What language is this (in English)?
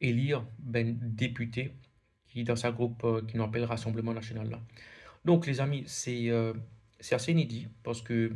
Morisyen